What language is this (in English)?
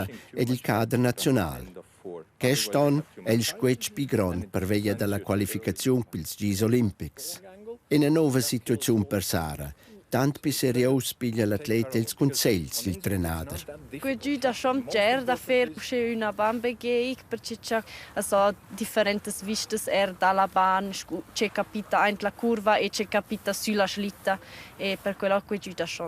Romansh